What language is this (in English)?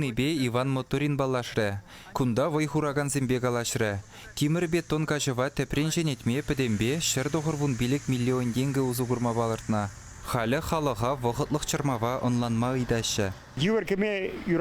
Chuvash